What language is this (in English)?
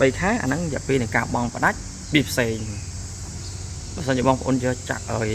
Khmer